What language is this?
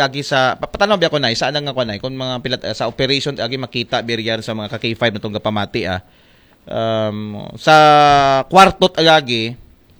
Aklanon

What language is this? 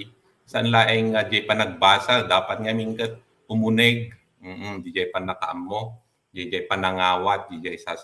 Iloko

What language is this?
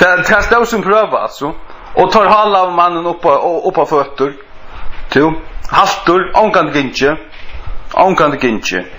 Faroese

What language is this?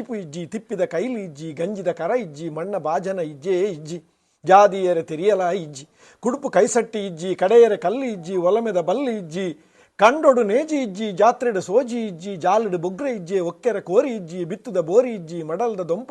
Tulu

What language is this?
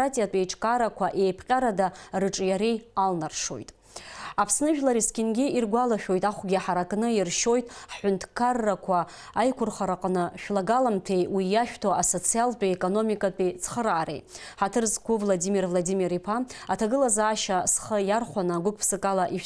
Abkhazian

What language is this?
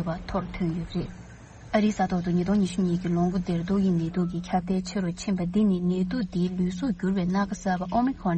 Tibetan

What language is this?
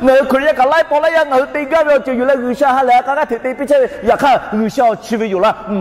Lahu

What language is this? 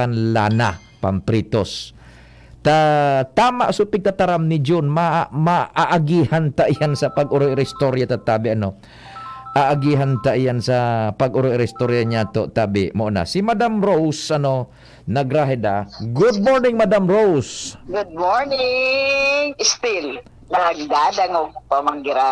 Bikol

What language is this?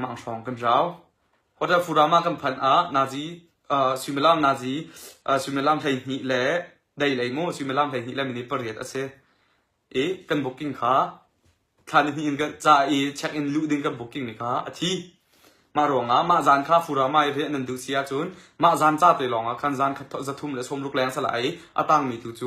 Hakha Chin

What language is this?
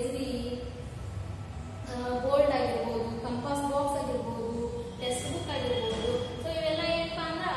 Kannada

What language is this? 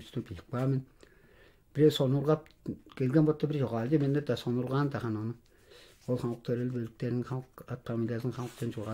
Tuvinian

